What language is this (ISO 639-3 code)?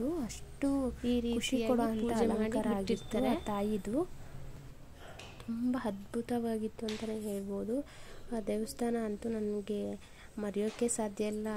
kan